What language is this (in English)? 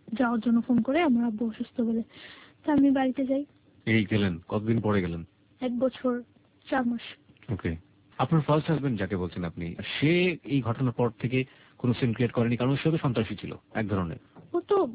Bangla